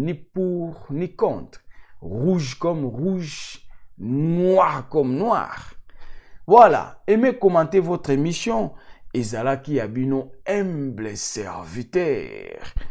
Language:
Lingala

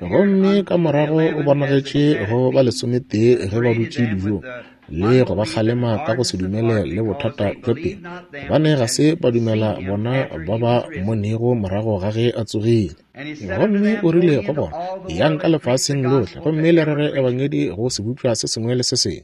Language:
Northern Sotho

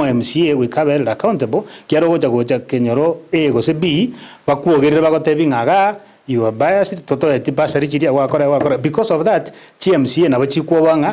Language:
Gusii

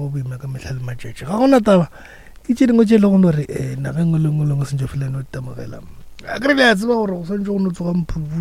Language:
Northern Sotho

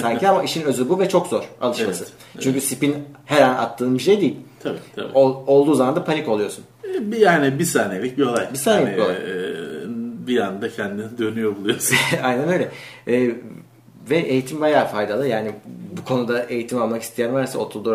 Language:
Turkish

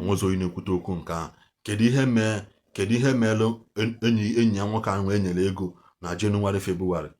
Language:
Igbo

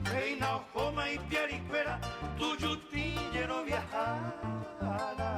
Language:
Guarani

